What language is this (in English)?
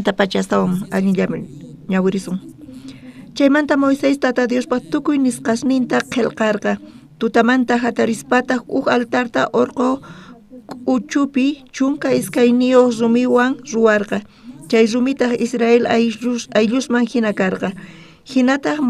South Bolivian Quechua